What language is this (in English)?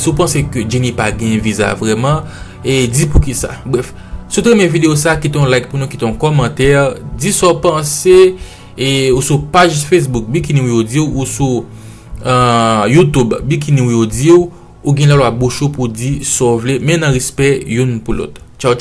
Haitian Creole